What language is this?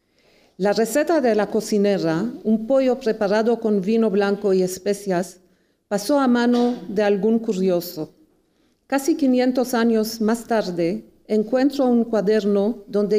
Spanish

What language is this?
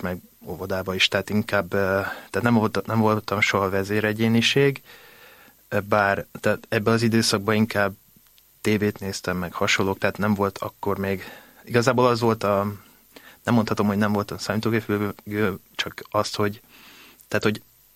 Hungarian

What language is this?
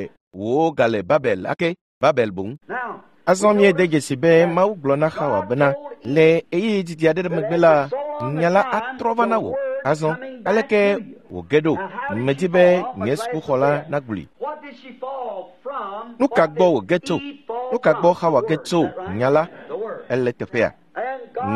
Ewe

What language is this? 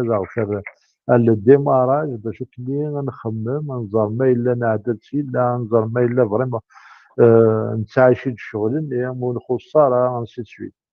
Kabyle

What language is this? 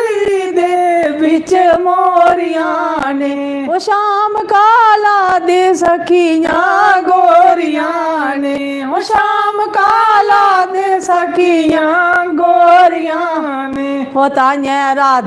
Dogri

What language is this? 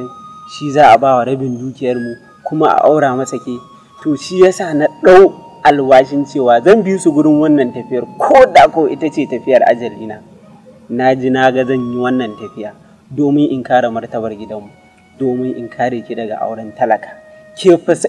Hausa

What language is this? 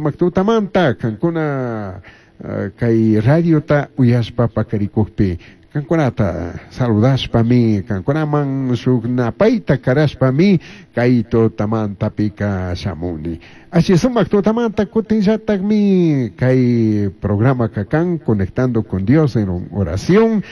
Chimborazo Highland Quichua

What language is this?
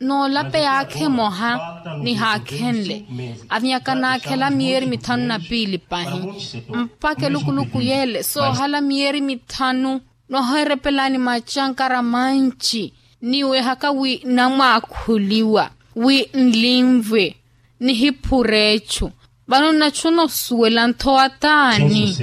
Makhuwa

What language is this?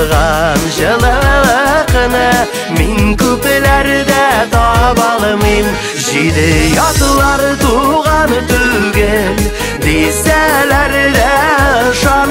Tatar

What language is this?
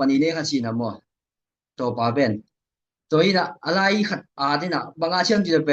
Tedim Chin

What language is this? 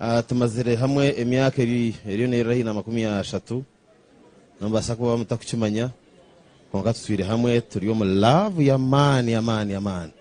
Nyankole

